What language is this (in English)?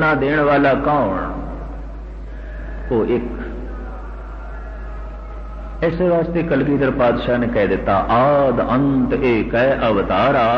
Punjabi